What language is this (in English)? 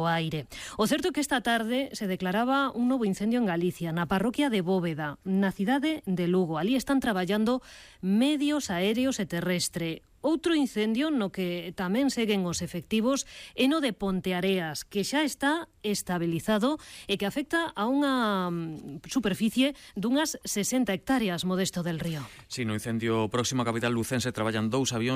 Galician